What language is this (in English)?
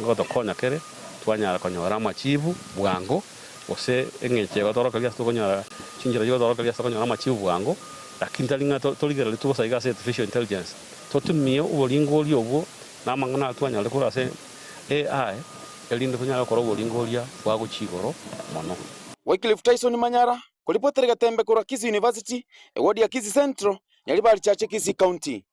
Gusii